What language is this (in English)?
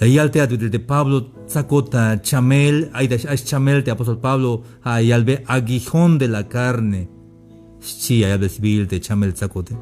Tzeltal